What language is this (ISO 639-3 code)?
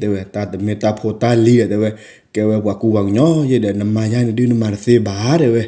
ksw